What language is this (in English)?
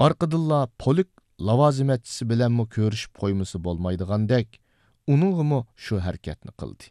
Uyghur